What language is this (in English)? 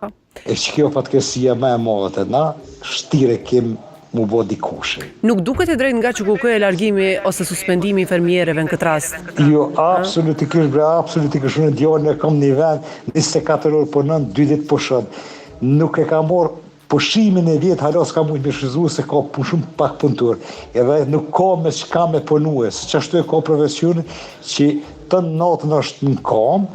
Albanian